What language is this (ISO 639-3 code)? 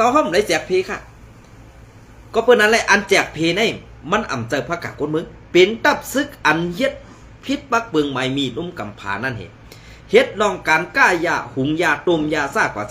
shn